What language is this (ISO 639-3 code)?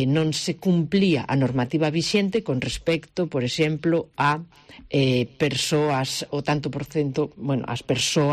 glg